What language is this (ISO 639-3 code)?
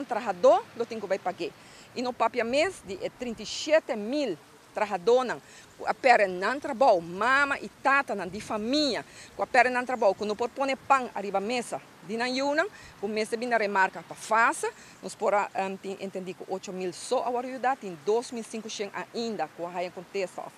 pap